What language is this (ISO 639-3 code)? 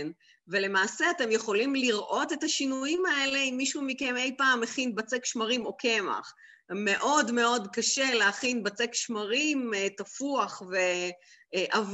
heb